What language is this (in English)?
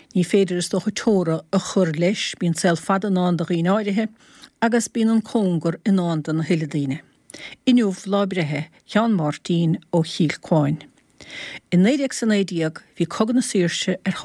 Irish